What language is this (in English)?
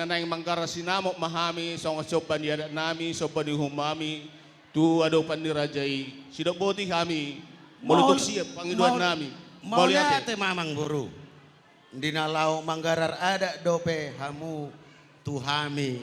Batak Toba